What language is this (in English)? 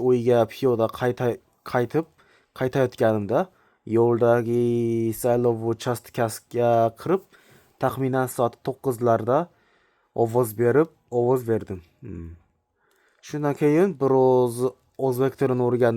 Uzbek